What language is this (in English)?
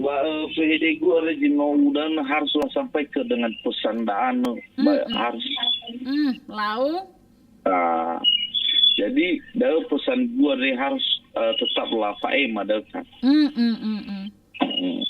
Nias